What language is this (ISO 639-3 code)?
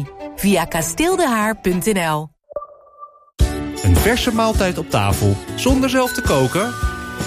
nld